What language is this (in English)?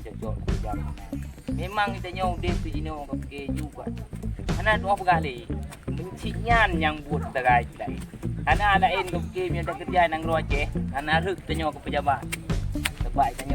Achinese